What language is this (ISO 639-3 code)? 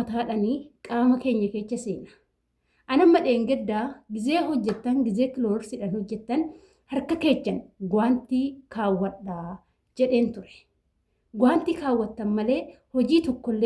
orm